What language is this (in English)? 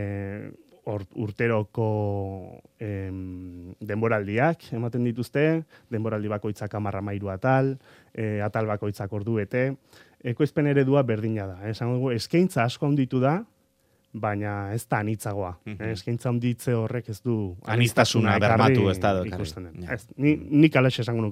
Basque